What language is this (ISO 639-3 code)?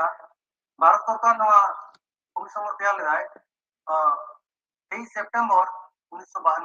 sat